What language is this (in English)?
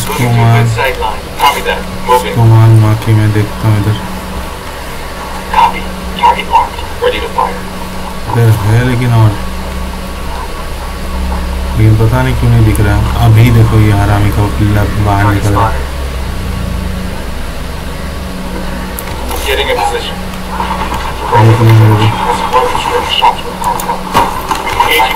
Hindi